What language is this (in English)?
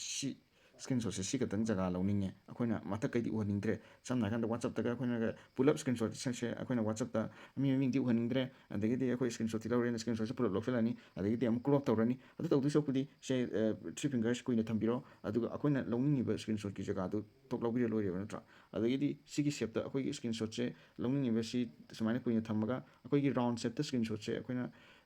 Manipuri